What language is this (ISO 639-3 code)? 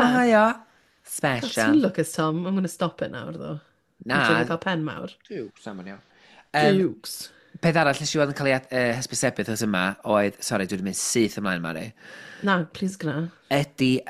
cym